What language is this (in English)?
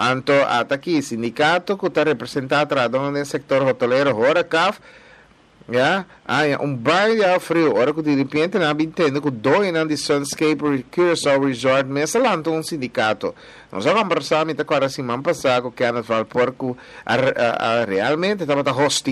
Papiamento